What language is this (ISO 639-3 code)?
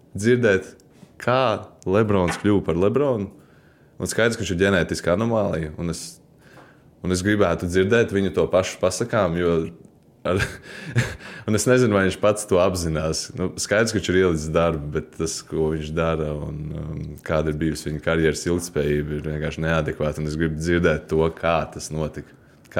lav